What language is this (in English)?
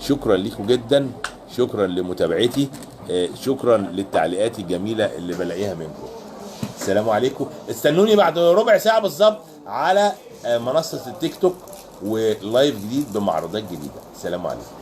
Egyptian Arabic